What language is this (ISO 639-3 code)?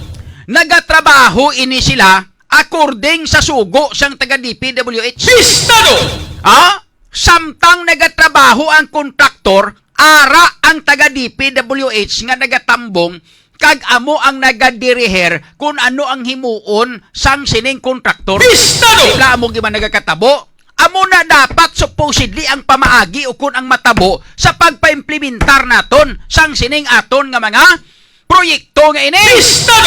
hil